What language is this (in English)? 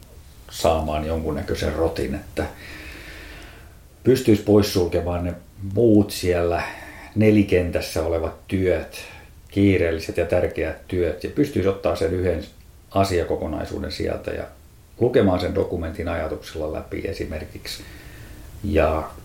Finnish